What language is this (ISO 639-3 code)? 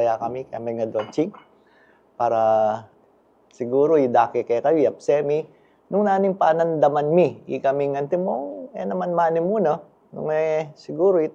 pam